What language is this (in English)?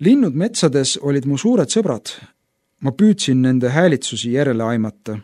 Estonian